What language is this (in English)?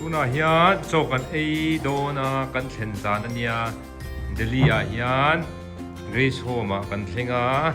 Mizo